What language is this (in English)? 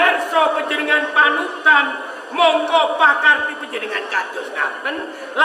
Javanese